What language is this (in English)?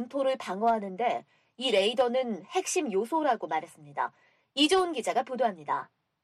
Korean